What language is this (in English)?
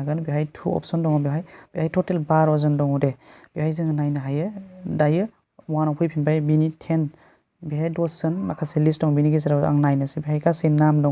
Bodo